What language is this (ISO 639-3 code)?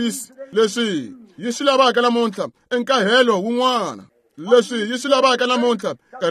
tso